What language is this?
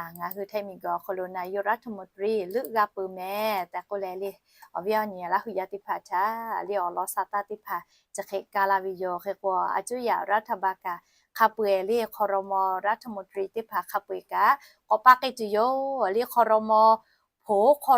Lahu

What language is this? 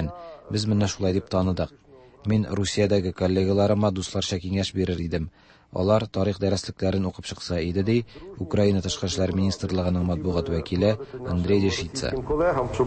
Tatar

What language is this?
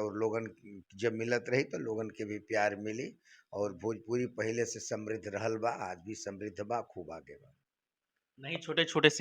Bhojpuri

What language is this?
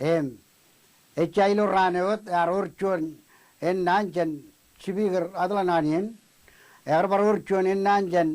Marshallese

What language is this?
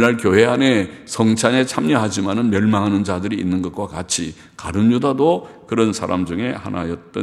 Korean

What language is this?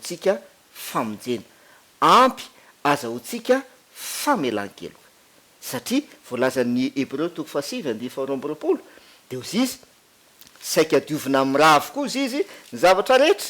Malagasy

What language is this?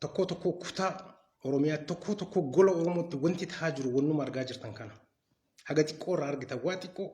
Oromo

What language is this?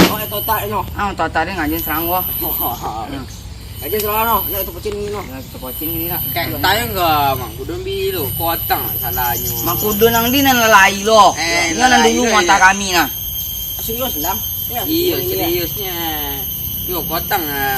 Minangkabau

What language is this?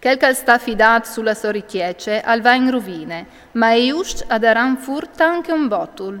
Friulian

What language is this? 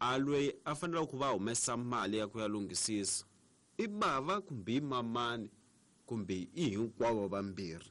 Tsonga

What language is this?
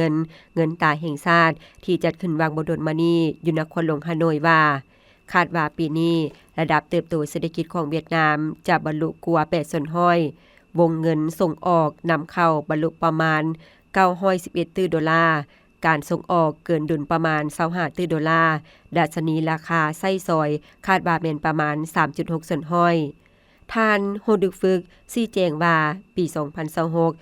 Lao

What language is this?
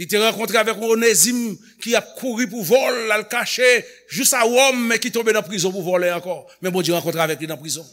Haitian Creole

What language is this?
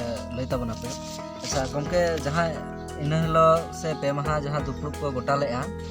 Santali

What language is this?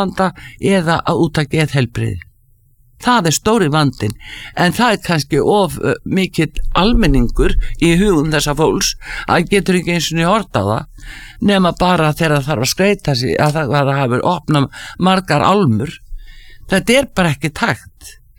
Icelandic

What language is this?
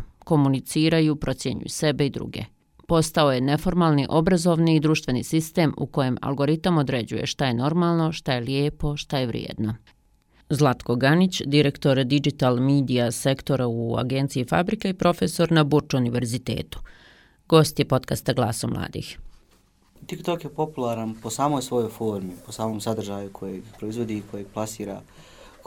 Bosnian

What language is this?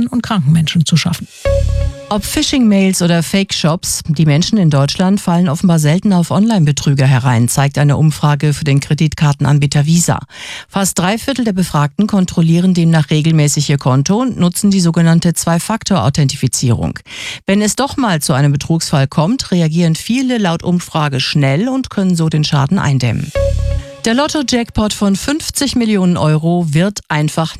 German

